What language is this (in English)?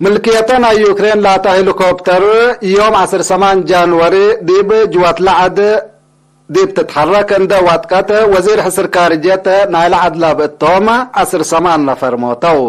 Tigre